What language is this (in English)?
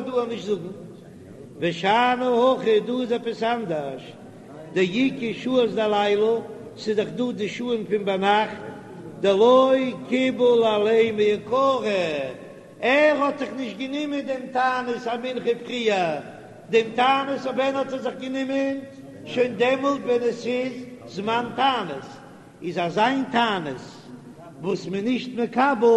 Yiddish